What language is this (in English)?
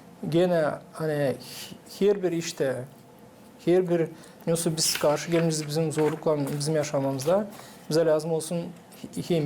Gagauz